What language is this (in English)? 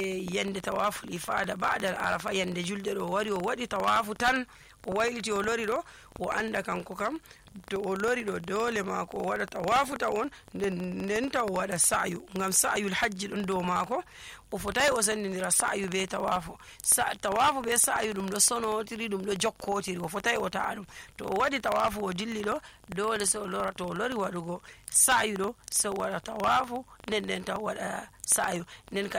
Nigerian Fulfulde